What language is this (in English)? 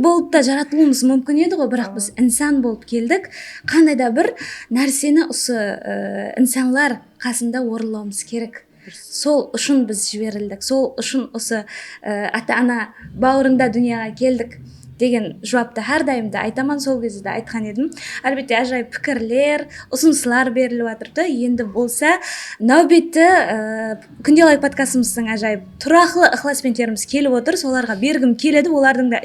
Kara-Kalpak